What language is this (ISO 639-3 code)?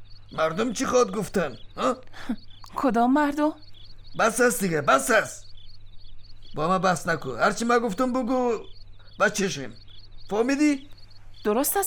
fas